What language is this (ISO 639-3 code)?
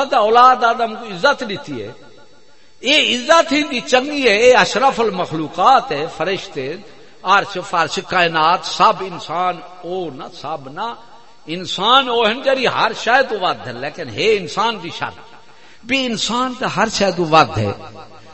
skr